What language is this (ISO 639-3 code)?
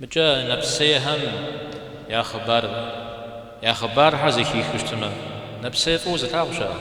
kbd